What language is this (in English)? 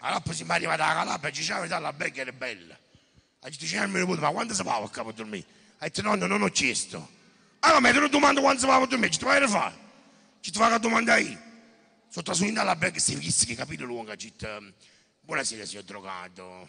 Neapolitan